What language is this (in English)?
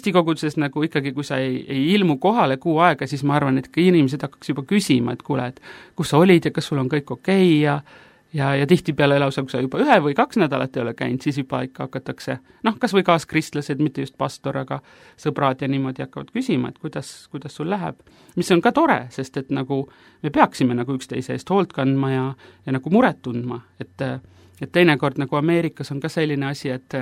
Estonian